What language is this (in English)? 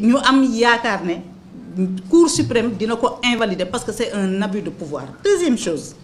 Wolof